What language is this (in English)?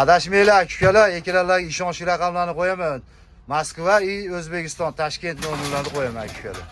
Uzbek